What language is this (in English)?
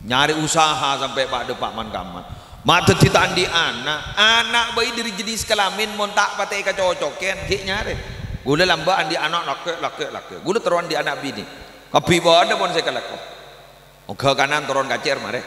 Madurese